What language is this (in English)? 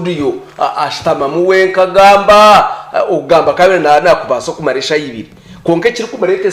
Nyankole